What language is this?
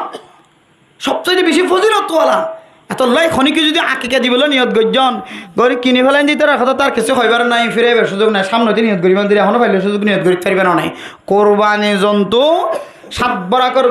Rohingya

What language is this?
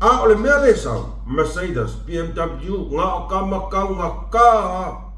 Samoan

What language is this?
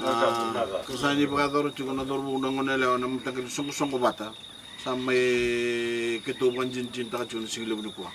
Fijian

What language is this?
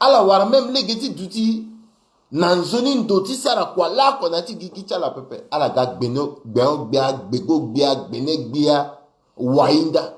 Sango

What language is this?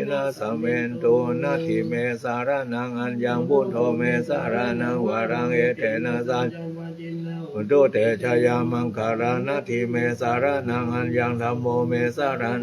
Pali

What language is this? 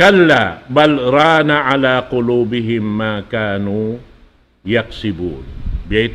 Tausug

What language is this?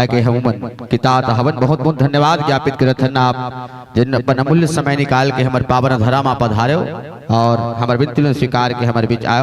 Chhattisgarhi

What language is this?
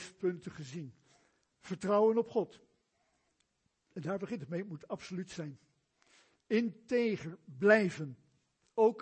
Dutch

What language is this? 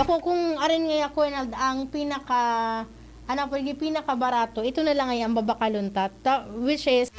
Bikol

